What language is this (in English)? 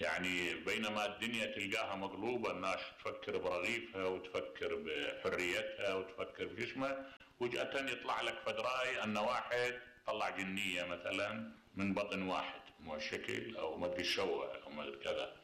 Mesopotamian Arabic